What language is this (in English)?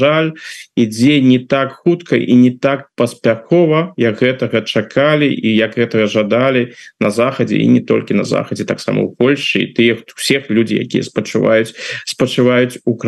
Belarusian